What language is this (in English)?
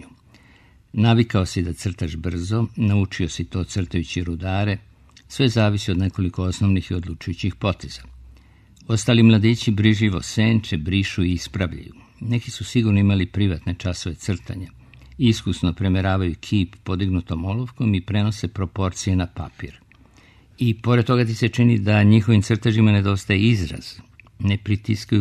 Serbian